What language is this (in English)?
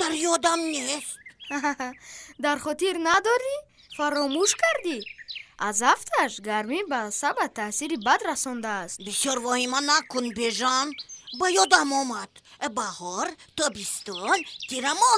Tajik